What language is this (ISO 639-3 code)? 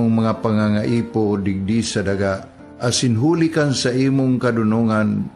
bik